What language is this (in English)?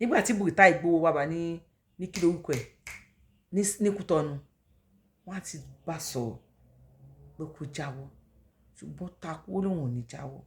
Yoruba